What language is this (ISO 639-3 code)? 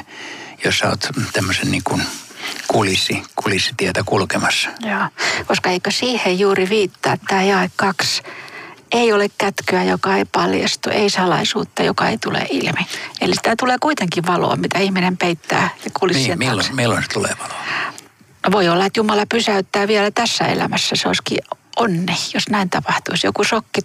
fin